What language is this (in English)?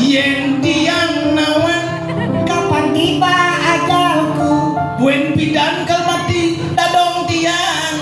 Balinese